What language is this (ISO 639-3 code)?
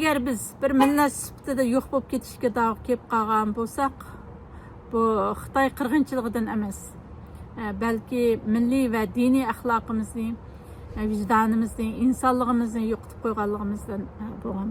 uig